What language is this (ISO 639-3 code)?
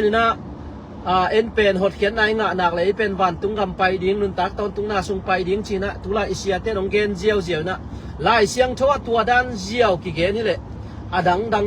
ctd